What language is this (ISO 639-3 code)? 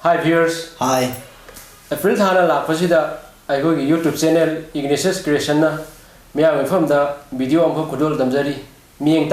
mni